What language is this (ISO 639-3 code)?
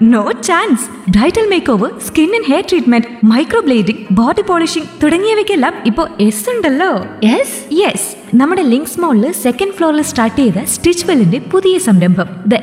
mal